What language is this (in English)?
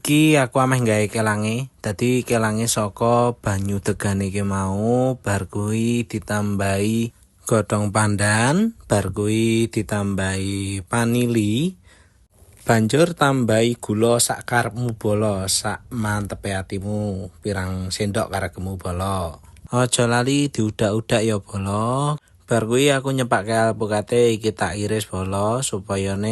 Javanese